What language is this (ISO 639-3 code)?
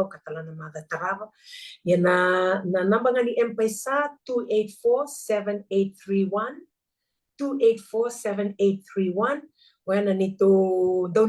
fij